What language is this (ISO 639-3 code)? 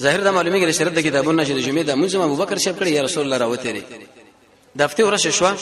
pus